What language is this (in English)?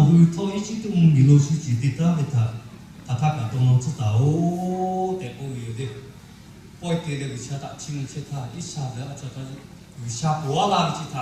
Lahu